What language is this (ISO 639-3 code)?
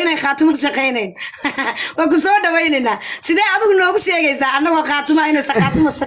som